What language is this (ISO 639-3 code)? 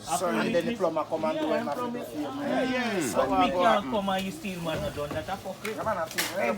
jam